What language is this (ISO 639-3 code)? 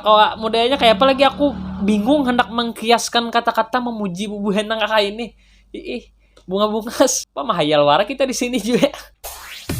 bjn